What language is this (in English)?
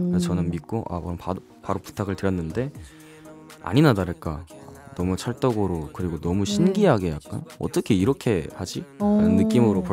Korean